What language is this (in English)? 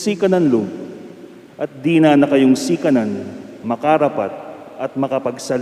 Pampanga